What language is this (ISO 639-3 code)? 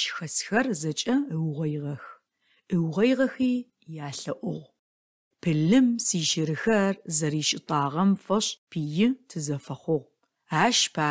ady